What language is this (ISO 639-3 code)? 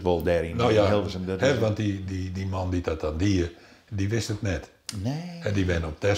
fry